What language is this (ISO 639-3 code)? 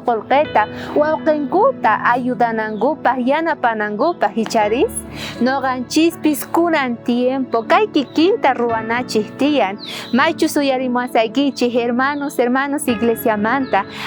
quh